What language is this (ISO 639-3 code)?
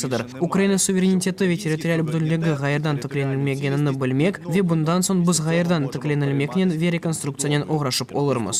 crh